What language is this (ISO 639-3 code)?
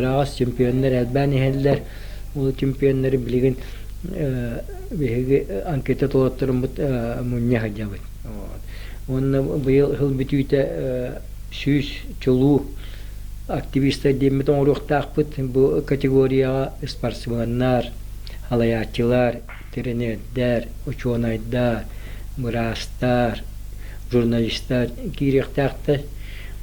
sah